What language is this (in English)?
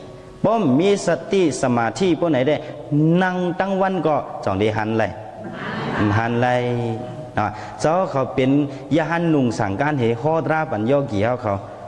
Shan